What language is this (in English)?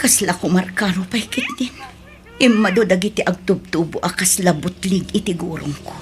Iloko